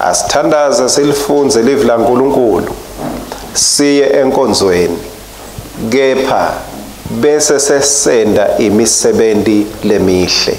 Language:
Swati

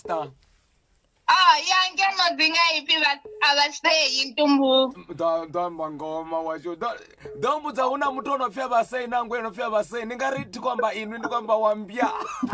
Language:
Venda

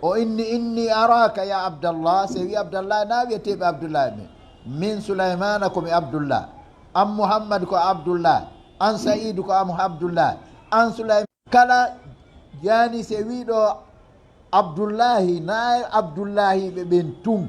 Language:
Fula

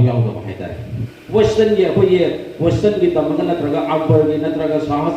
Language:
Manipuri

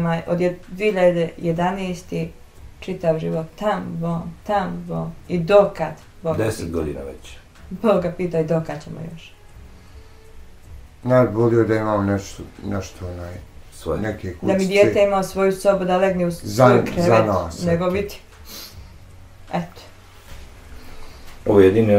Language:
Bosnian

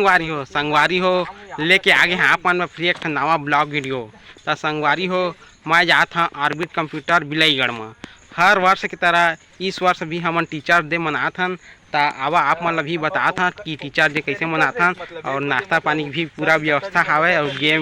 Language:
Chhattisgarhi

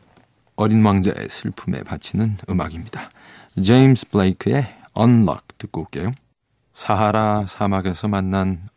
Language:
Korean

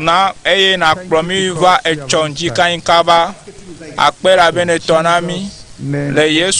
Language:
Ewe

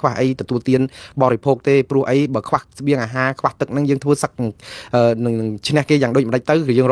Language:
Khmer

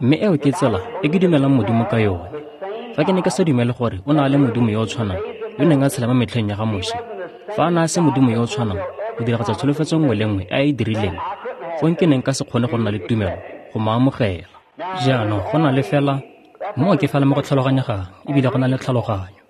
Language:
Tswana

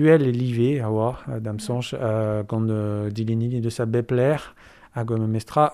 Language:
Breton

